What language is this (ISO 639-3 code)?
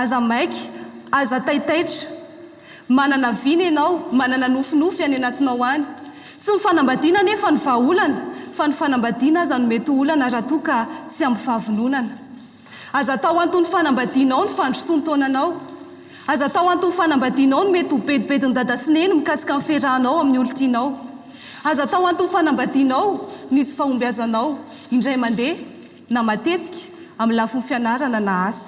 mlg